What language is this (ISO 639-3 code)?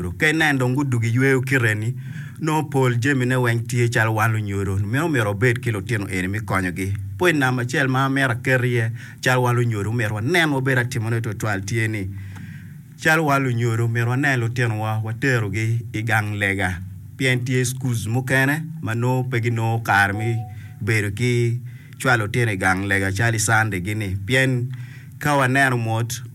ach